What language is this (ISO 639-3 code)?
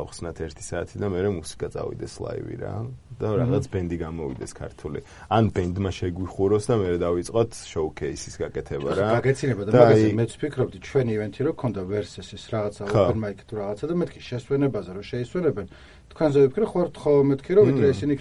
kat